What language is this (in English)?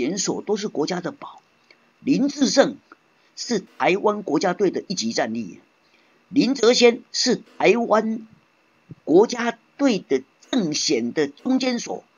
Chinese